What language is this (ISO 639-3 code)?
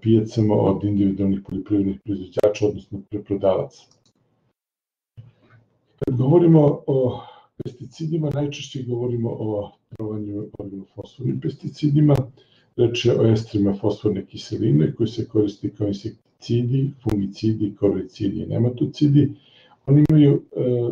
srp